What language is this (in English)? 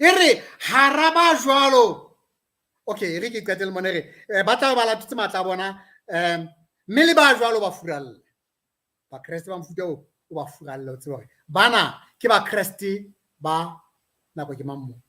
Southern Sotho